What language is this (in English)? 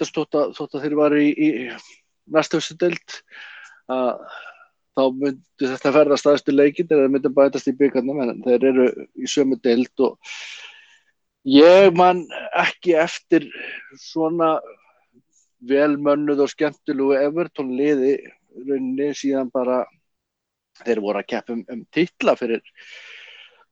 Icelandic